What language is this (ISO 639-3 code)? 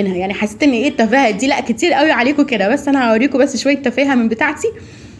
arz